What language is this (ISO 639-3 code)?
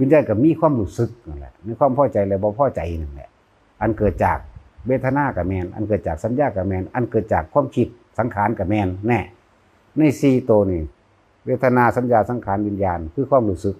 lao